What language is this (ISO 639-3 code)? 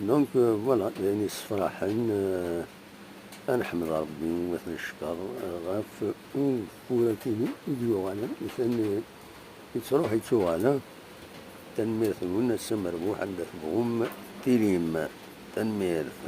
kab